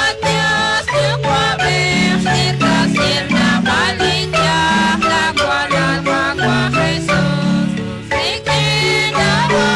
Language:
Kekchí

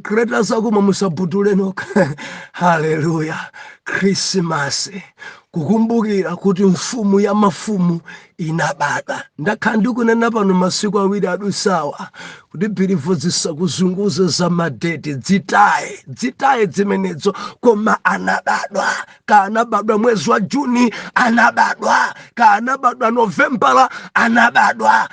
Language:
Nyanja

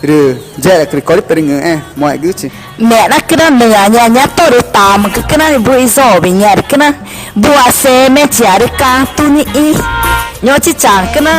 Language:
Ticuna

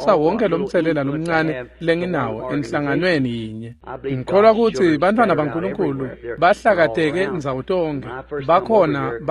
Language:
Swati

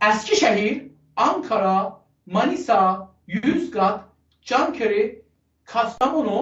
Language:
South Azerbaijani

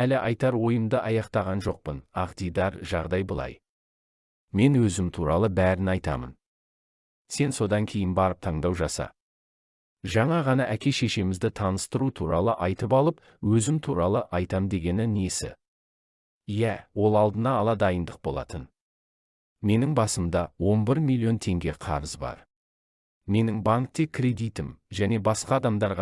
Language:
Kazakh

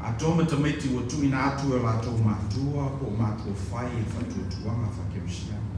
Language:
Samoan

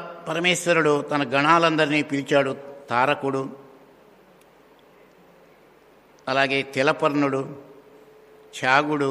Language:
Telugu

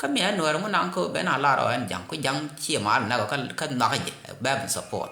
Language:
Nuer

